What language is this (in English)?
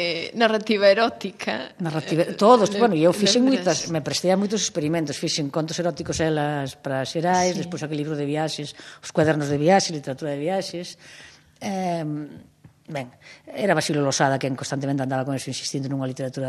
Galician